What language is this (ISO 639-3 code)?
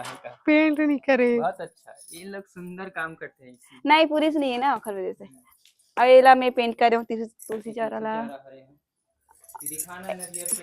hne